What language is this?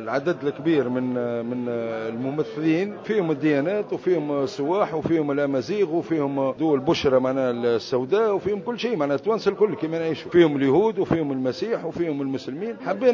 Tunisian Arabic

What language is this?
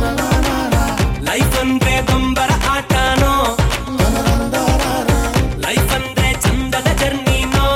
Kannada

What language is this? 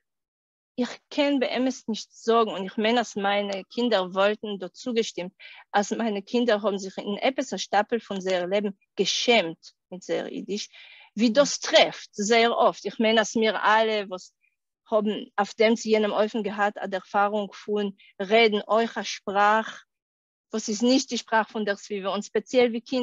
Yiddish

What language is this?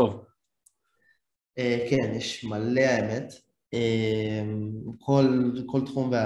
Hebrew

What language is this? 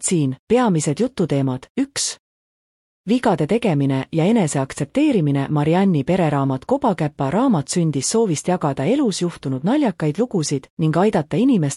Estonian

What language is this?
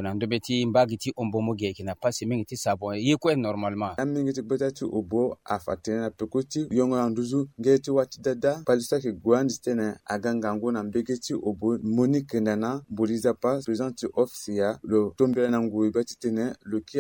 Sango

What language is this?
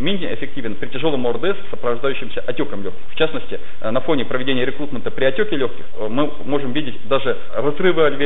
Russian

